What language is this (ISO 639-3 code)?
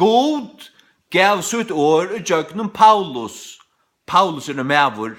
fao